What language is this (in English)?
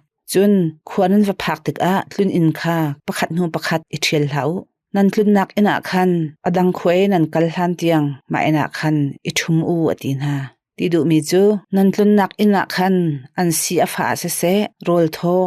Hakha Chin